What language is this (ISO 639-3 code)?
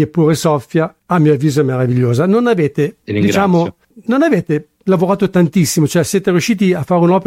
ita